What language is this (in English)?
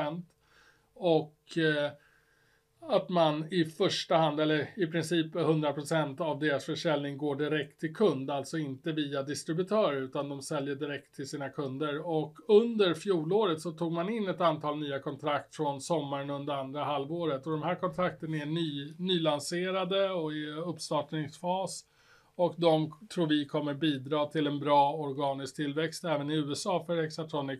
Swedish